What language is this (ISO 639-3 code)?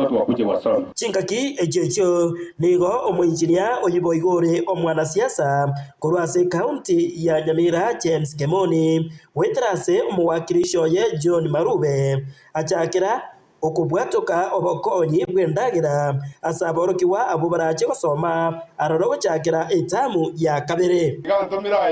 guz